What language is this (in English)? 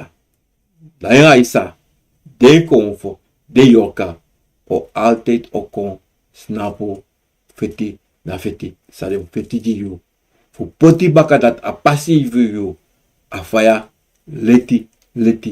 Sranan Tongo